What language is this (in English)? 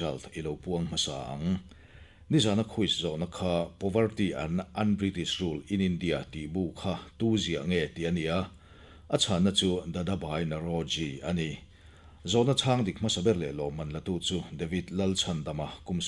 Mizo